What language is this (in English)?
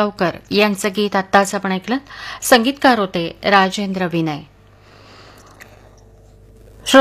Marathi